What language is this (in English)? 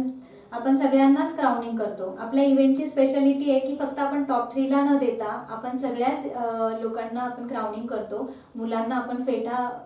Marathi